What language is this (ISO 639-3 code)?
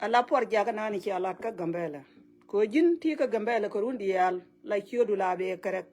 nus